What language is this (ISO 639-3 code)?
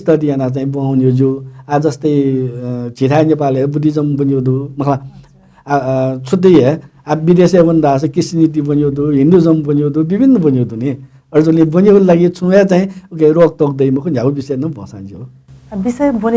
new